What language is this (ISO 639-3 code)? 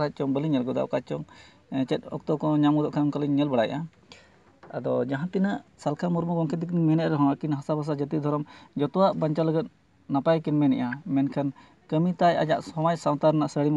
sat